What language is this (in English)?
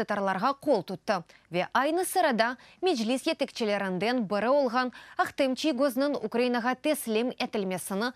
Crimean Tatar